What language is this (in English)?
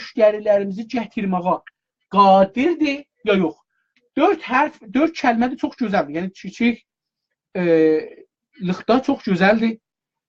South Azerbaijani